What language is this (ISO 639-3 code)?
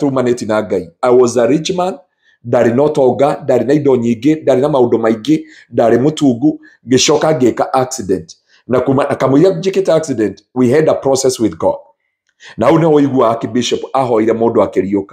kik